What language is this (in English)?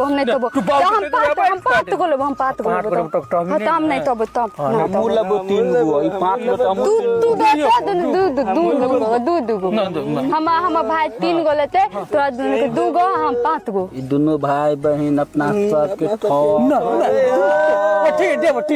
Maithili